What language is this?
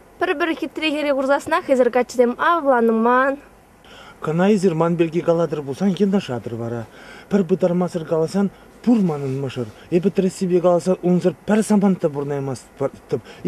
Chuvash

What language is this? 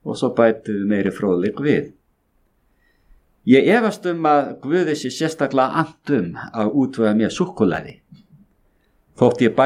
Icelandic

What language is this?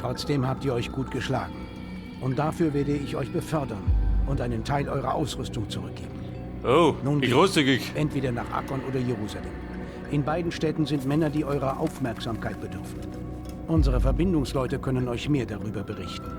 Bavarian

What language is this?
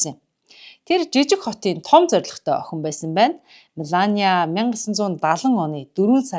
Mongolian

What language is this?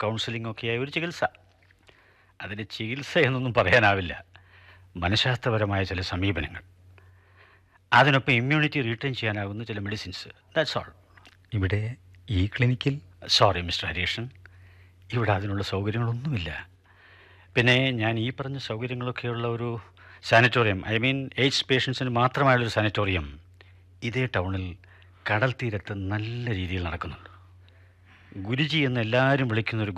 Malayalam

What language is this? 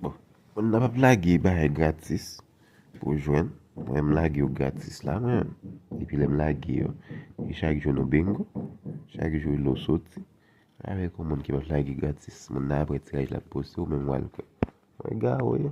Haitian Creole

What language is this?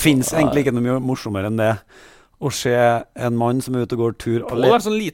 Norwegian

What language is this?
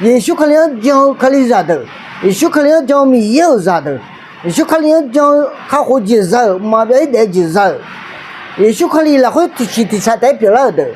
Akha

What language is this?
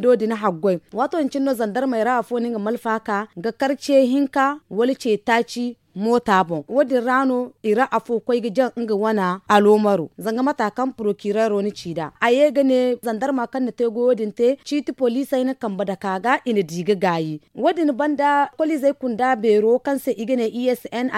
Zarma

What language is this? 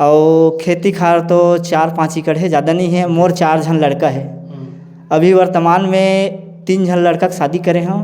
Chhattisgarhi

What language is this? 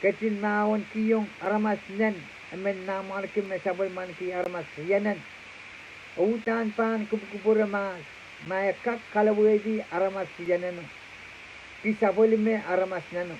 Pohnpeian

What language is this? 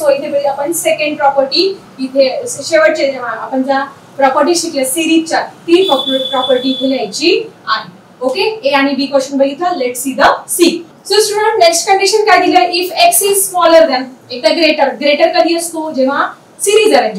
Marathi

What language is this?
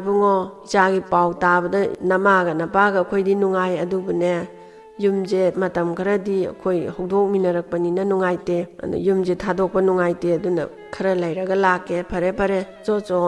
Manipuri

